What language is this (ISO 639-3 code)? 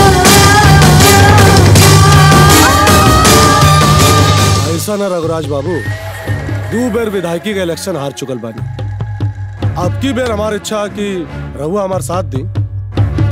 bho